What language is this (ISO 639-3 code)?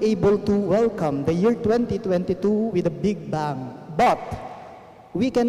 pam